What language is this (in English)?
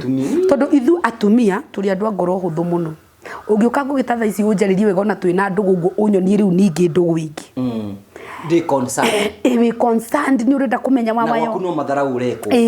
Kikuyu